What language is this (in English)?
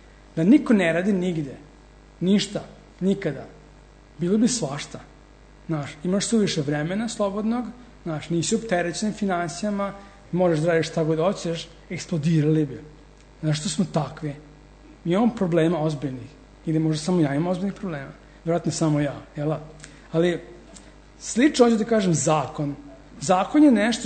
Serbian